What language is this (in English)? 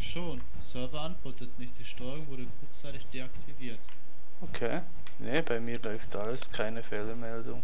Swiss German